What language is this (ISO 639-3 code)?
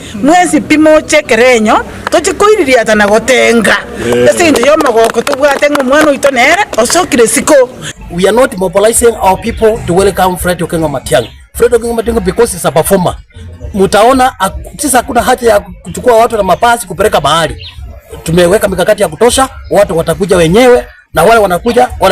guz